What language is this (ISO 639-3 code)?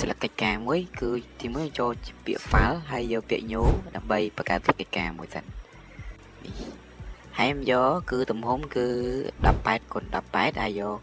khm